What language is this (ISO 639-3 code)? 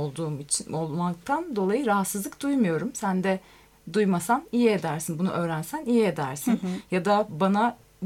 tur